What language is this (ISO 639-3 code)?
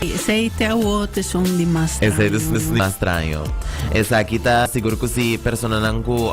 pap